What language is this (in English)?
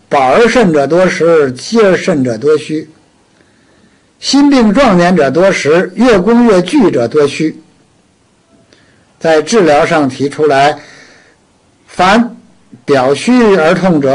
Chinese